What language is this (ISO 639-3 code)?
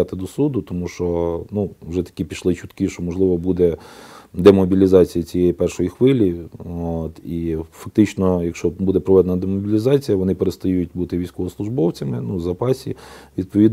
ukr